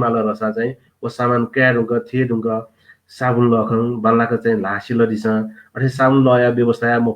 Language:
Newari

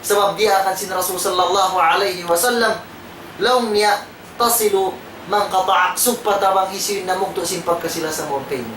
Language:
Tausug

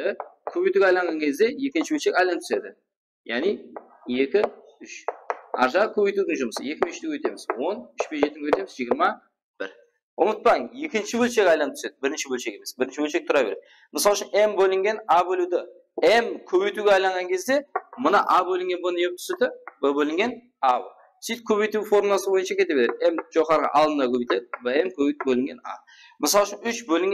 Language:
Kara-Kalpak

